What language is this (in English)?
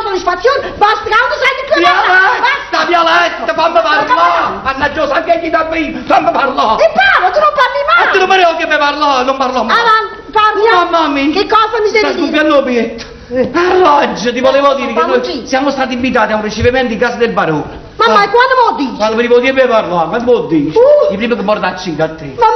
Neapolitan